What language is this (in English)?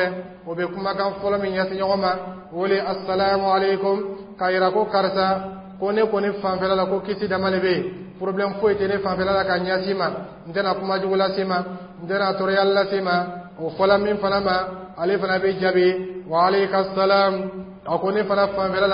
Dyula